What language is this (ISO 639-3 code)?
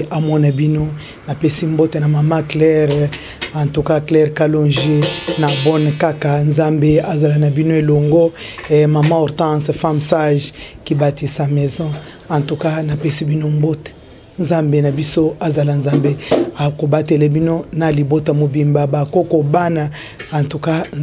lin